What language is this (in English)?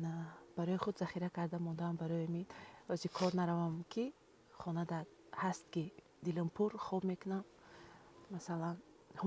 Tajik